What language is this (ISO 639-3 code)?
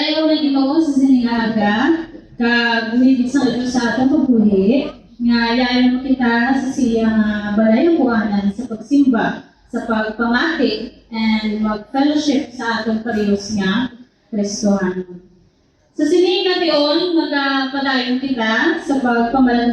hil